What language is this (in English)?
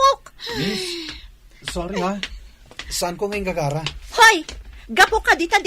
Iloko